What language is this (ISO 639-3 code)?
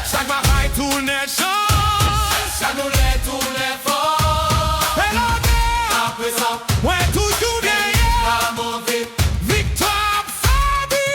hat